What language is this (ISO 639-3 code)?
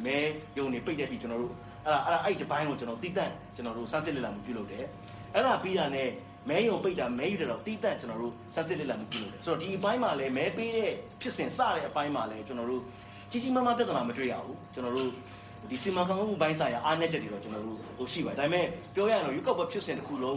mya